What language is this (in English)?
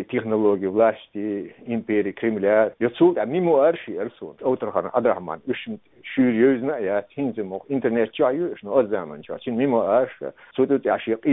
Chechen